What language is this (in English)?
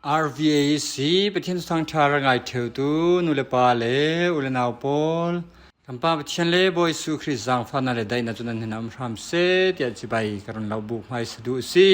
Falam Chin